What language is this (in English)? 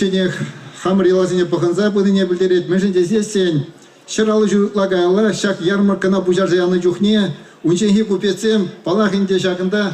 Chuvash